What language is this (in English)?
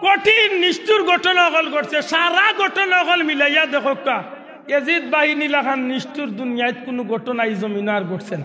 Sylheti